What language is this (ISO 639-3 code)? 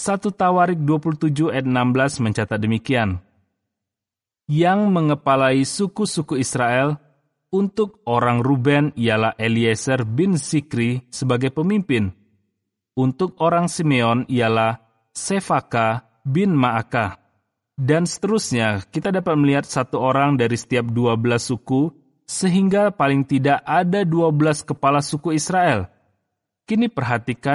ind